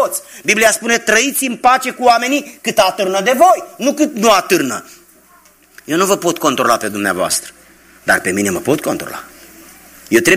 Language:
Romanian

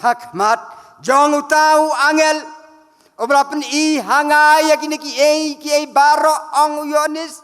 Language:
Khasi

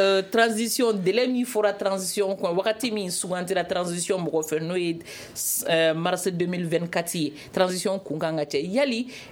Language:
Bambara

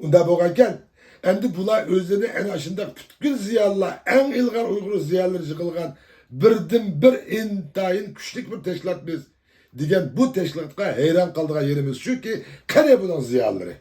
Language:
Uyghur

